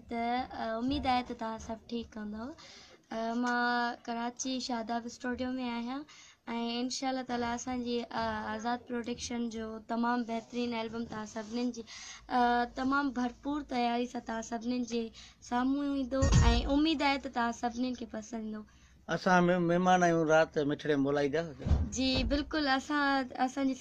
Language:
Sindhi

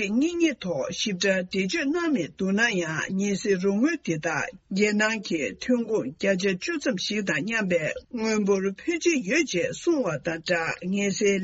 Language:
Tibetan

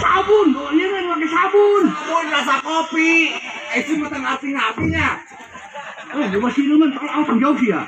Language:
Sundanese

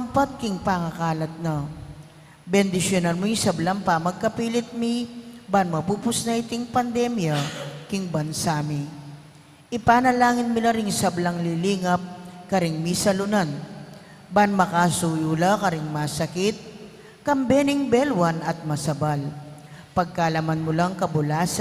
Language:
Pampanga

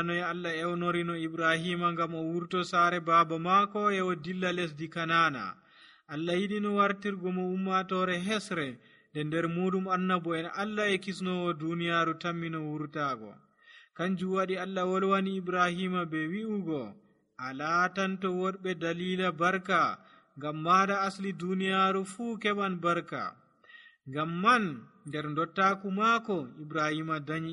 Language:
Nigerian Fulfulde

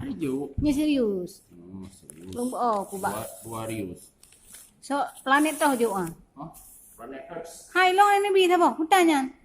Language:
Achinese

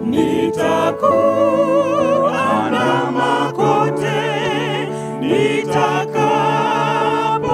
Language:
Swahili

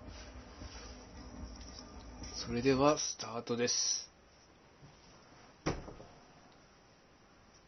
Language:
Japanese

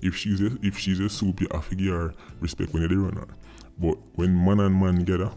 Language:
Jamaican Creole English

